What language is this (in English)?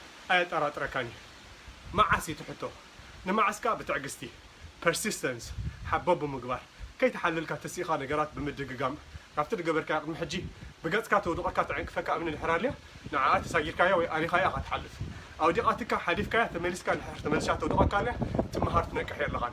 Tigrinya